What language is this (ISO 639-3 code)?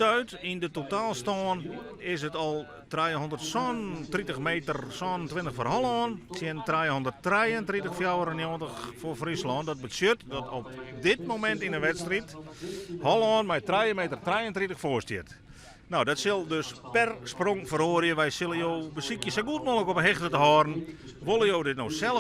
fry